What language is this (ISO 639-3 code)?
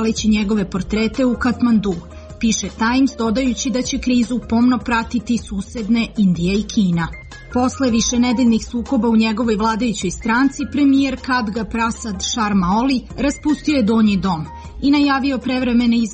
srp